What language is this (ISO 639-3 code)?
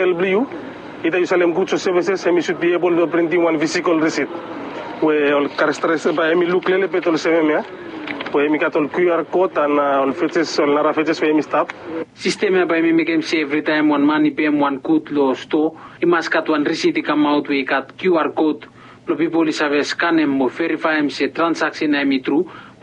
bis